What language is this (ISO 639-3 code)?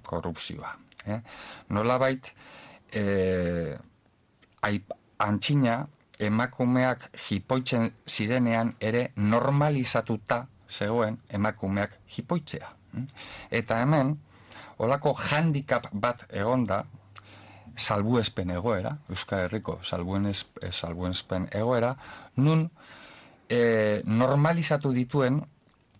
eus